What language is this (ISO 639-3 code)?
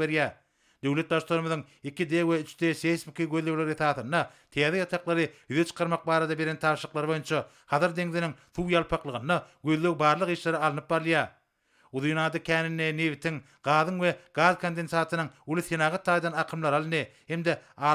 tuk